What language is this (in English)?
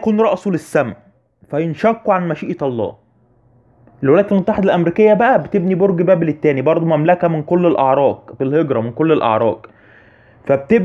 Egyptian Arabic